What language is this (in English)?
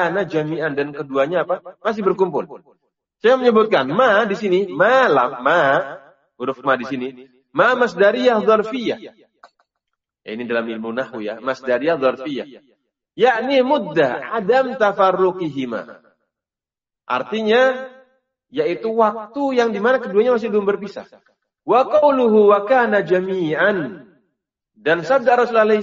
Indonesian